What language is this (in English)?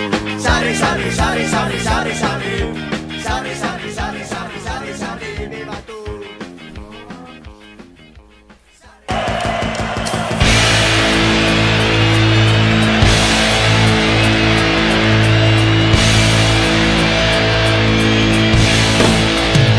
Basque